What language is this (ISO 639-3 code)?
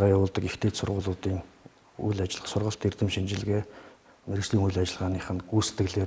mon